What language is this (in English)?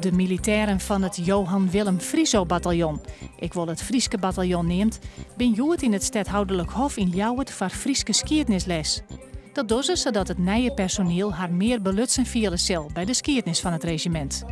Western Frisian